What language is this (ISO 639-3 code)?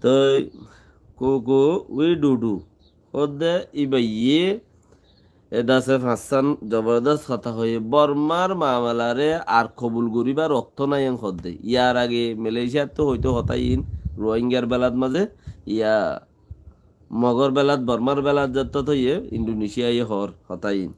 rhg